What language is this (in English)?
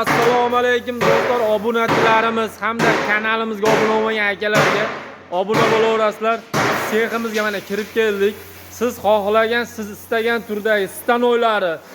Uzbek